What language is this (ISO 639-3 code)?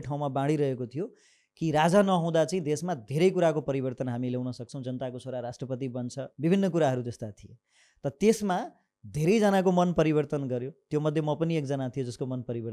nep